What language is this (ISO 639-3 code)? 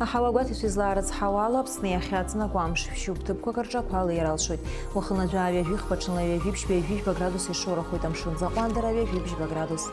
abk